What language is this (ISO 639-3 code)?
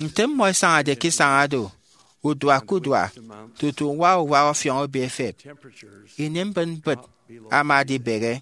efi